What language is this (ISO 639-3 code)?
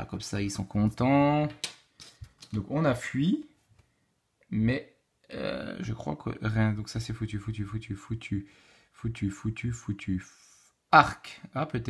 fra